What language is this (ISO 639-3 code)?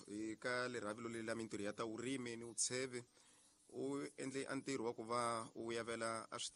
tso